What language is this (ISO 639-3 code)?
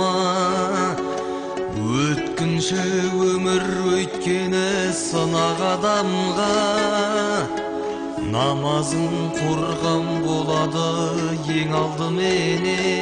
kaz